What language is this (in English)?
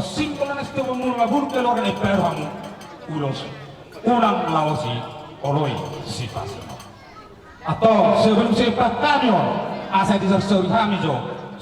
Batak Toba